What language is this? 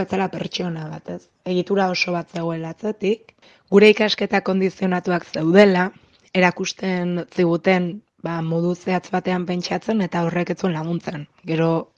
Basque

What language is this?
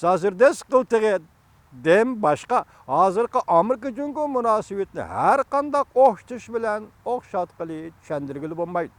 Uyghur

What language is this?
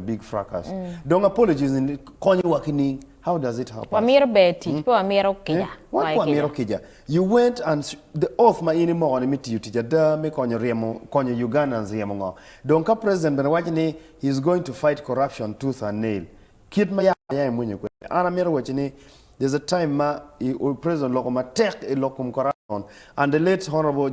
Acoli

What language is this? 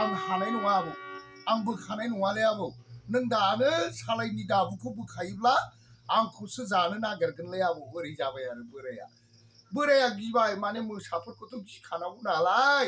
Bodo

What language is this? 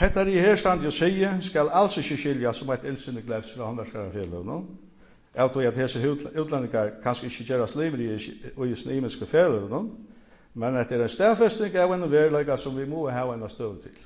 Faroese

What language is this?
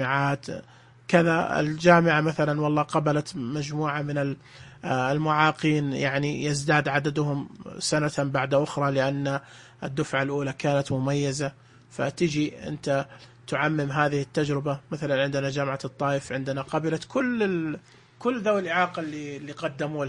Najdi Arabic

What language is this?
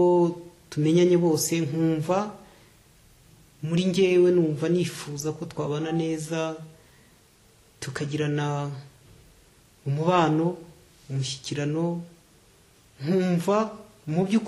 Kinyarwanda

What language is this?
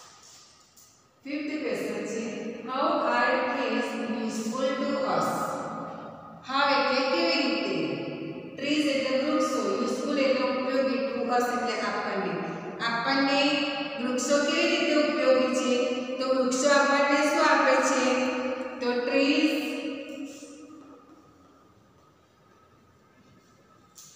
Gujarati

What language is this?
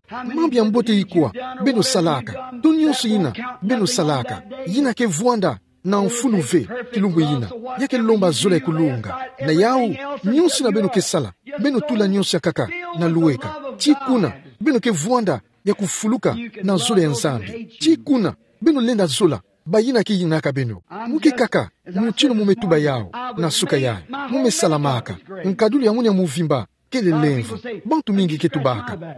Kituba (Democratic Republic of Congo)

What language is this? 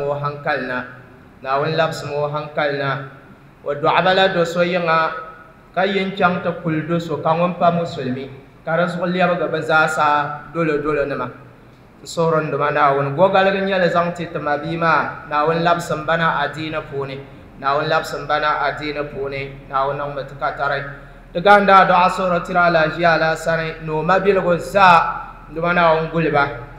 Dagbani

